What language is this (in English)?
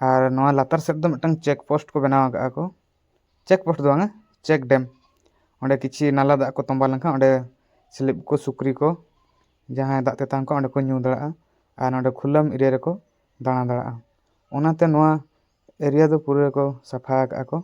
Santali